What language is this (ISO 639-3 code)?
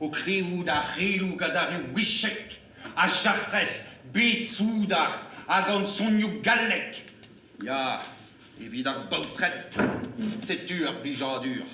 bre